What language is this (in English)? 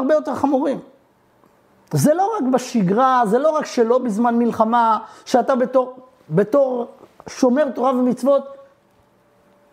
Hebrew